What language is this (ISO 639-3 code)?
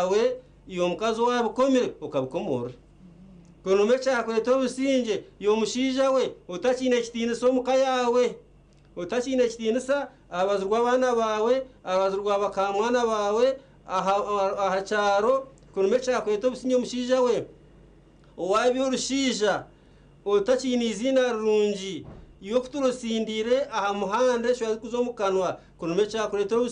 nyn